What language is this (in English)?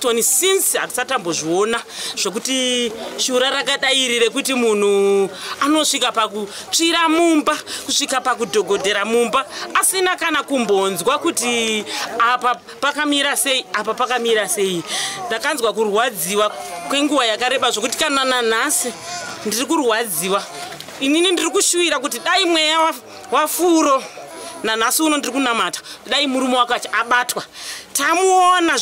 Shona